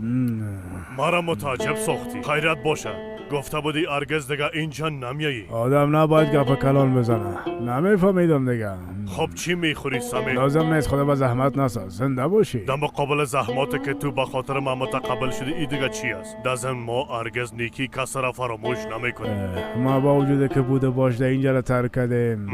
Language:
Persian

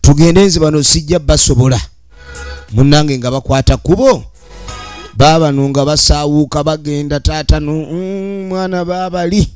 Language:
Ganda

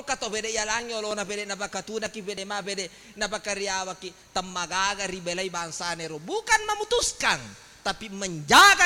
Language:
Buginese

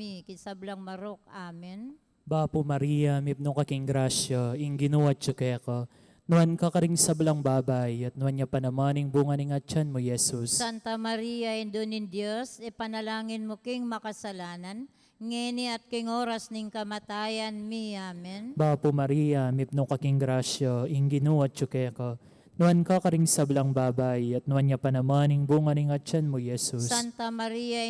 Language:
Pampanga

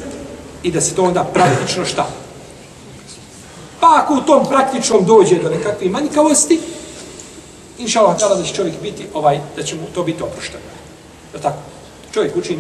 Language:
Bosnian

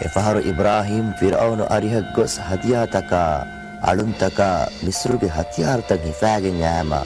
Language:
Divehi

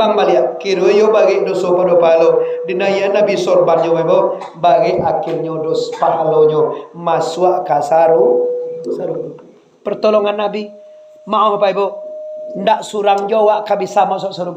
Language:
Minangkabau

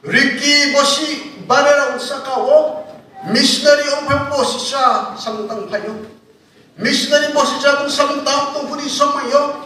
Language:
Riang (India)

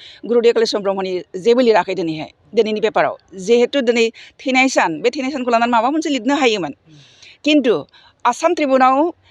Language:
Bodo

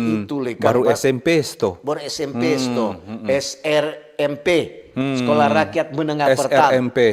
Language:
Manado Malay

